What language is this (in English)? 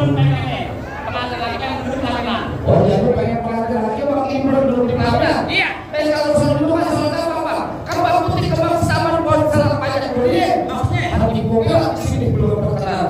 Betawi